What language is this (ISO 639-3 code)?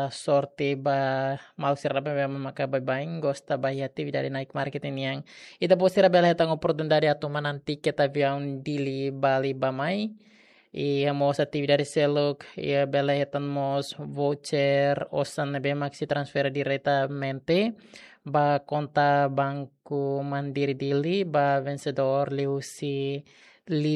tet